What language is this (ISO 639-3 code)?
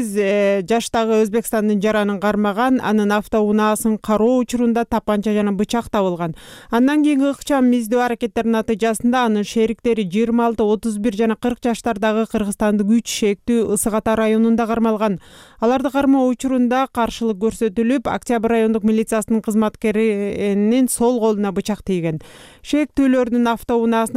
kir